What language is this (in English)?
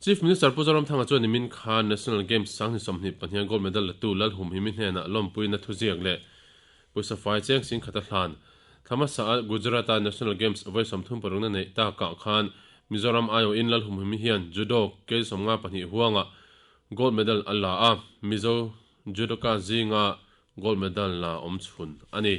Mizo